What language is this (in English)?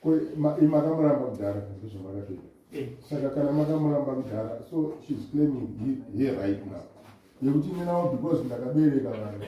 Shona